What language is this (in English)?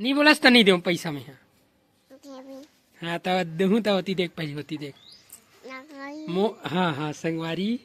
Chhattisgarhi